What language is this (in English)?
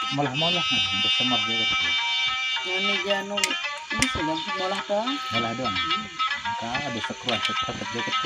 Sasak